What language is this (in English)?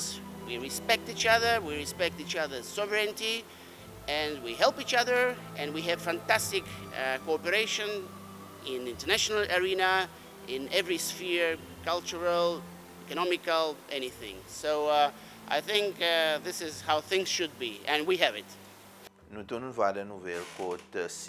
Seselwa Creole French